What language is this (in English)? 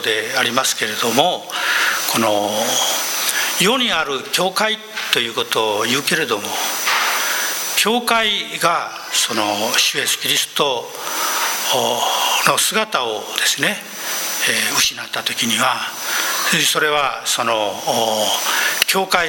Japanese